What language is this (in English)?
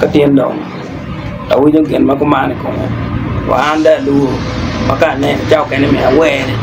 Acoli